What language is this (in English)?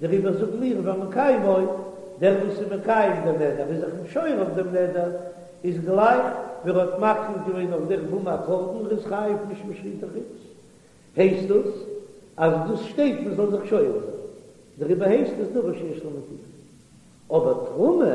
Yiddish